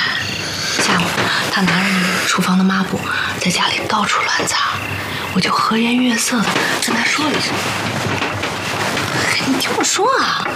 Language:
Chinese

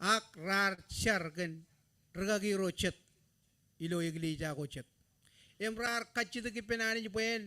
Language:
Marshallese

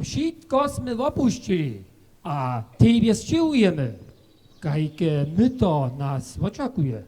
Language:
Upper Sorbian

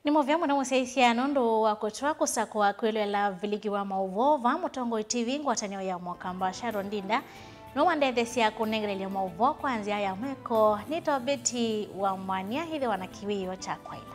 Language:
Kamba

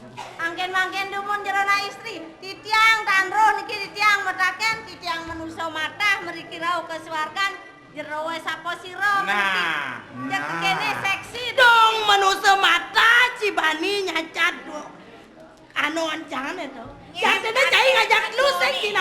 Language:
Balinese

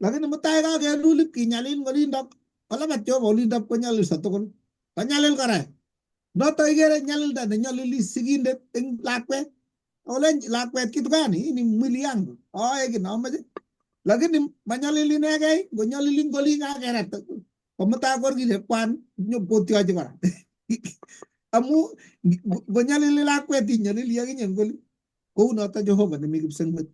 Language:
Kalenjin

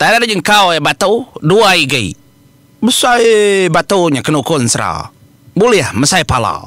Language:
Iban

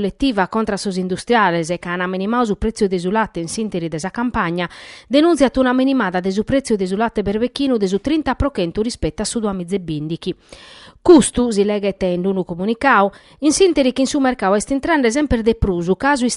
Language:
Sardinian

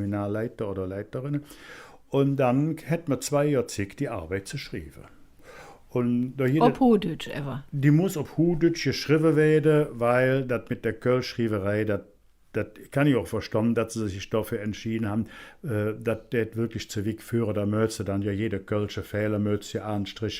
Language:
Colognian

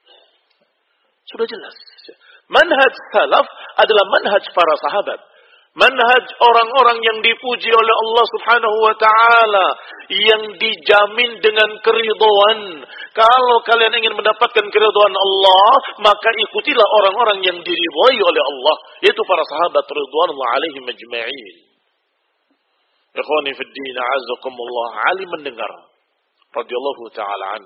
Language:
Indonesian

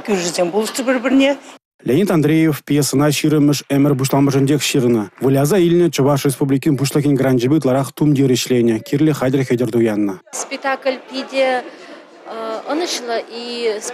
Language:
Chuvash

